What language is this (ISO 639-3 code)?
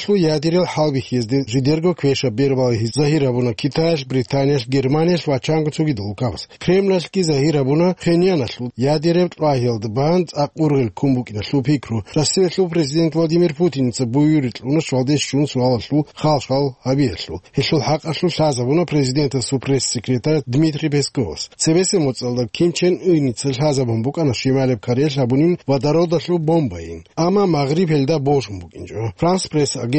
ava